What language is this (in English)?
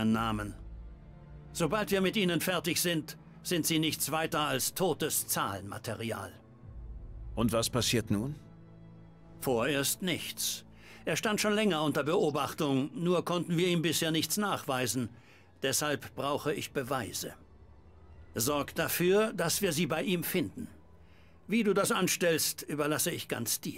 German